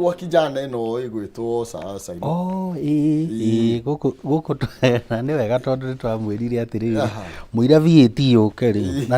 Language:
Kikuyu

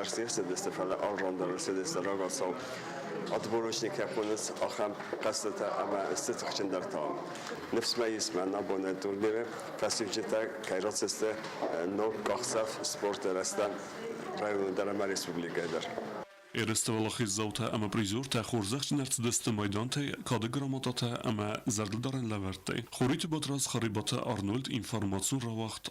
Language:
Ossetic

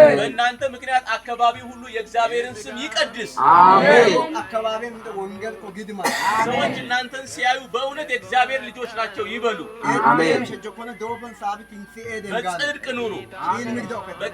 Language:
Amharic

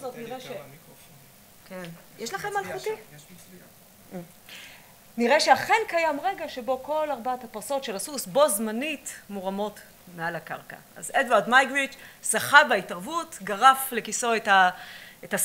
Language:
Hebrew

